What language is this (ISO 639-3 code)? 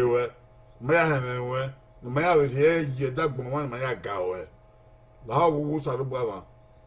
bin